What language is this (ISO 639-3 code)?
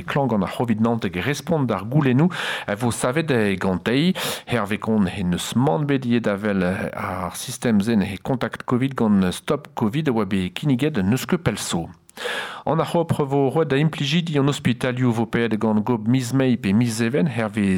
bre